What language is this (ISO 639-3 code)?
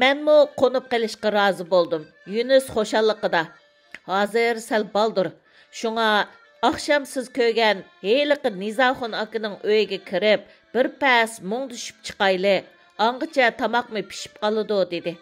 uig